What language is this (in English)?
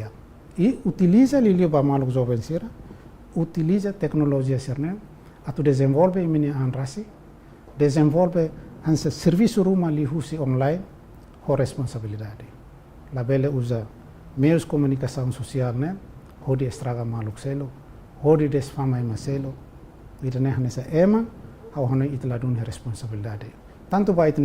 Tetum